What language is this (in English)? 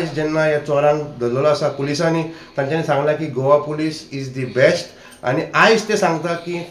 Konkani